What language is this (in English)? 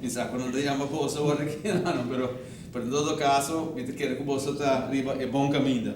Papiamento